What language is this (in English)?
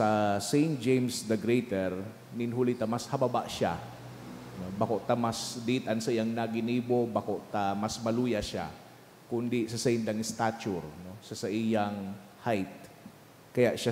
Bikol